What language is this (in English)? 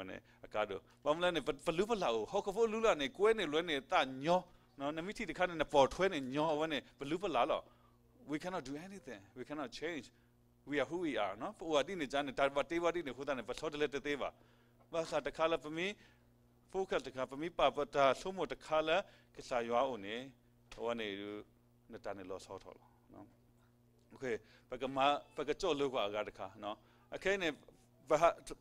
S'gaw Karen